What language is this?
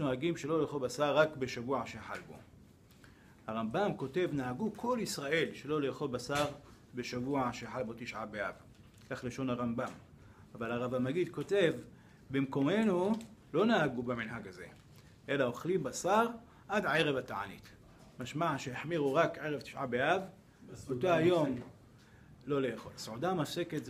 Hebrew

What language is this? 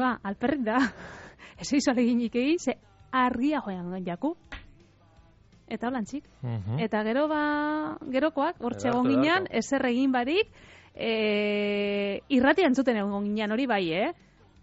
Basque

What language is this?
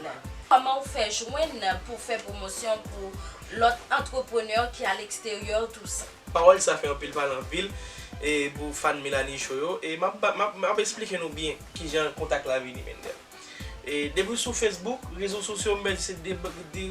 Haitian Creole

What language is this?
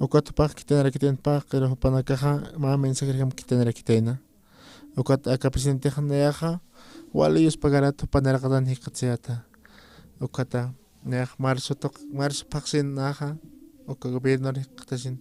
Aymara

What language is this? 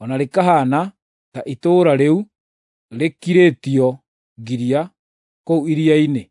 Kikuyu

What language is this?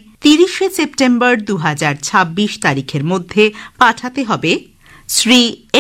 Bangla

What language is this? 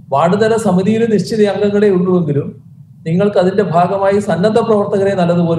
Malayalam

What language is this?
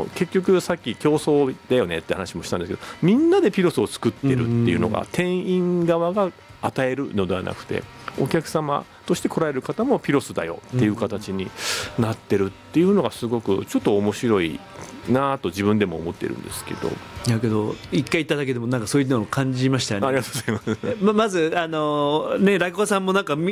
Japanese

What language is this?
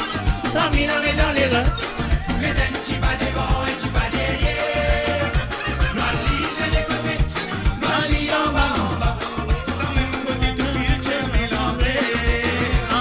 Morisyen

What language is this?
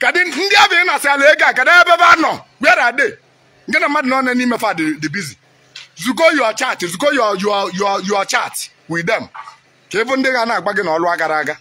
Igbo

